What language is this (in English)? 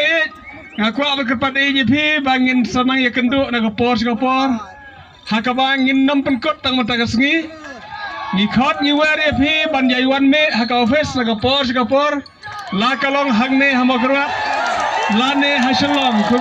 Khasi